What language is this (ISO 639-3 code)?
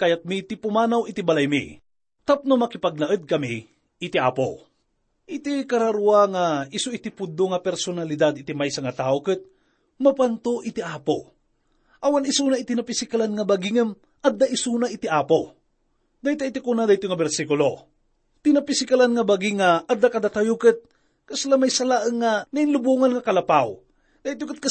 ilo